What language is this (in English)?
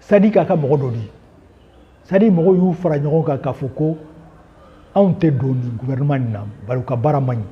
Bambara